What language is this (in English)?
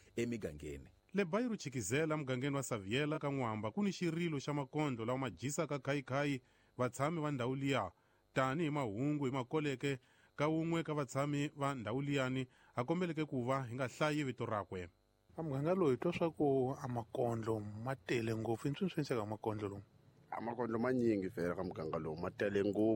Tsonga